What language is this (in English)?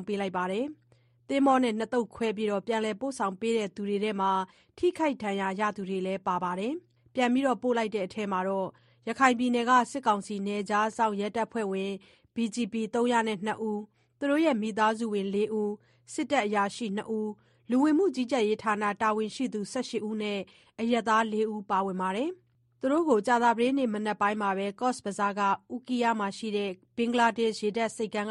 Burmese